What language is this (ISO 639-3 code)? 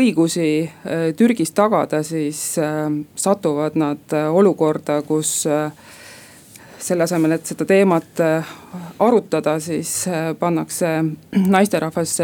est